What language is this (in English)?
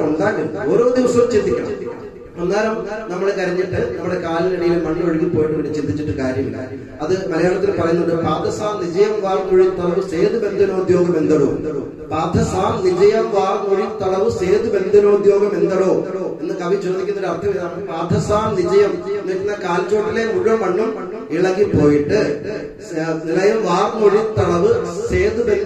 Malayalam